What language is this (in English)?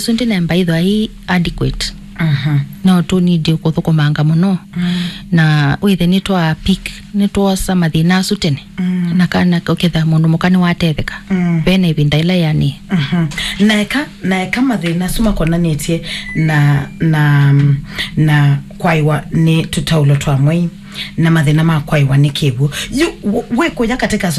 Kamba